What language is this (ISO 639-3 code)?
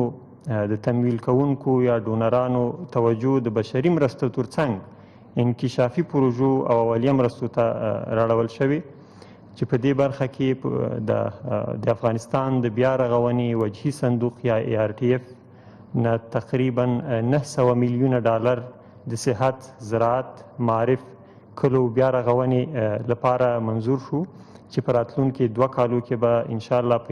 pus